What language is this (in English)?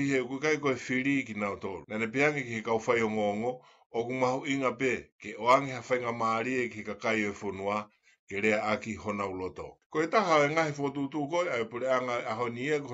Tongan